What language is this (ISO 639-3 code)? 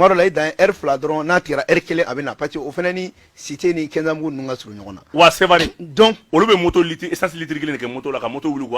bam